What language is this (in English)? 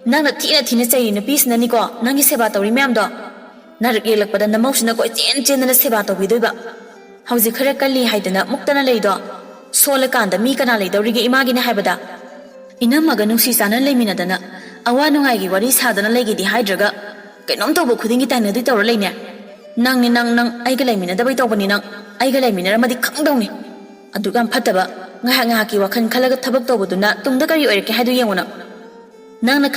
Manipuri